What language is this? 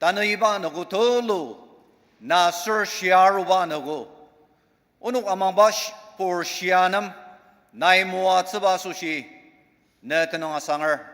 Ao Naga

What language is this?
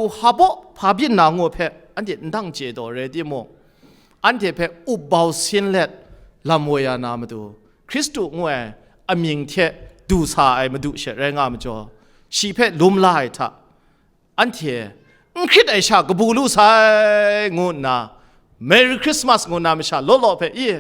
Kachin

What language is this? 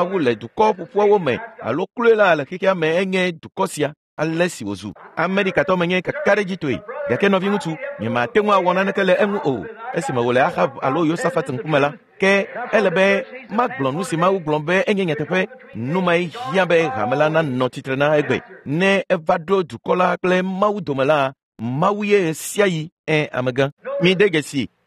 Ewe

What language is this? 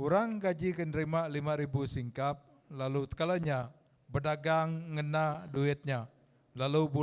Iban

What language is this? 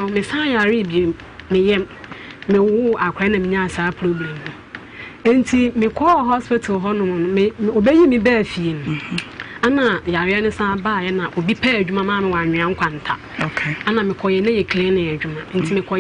Akan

